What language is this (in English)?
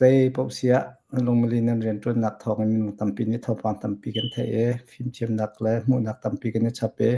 Hakha Chin